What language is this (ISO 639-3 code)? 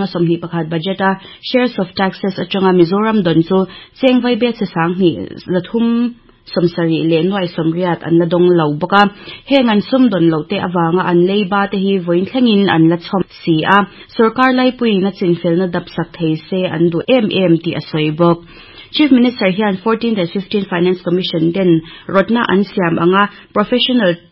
lus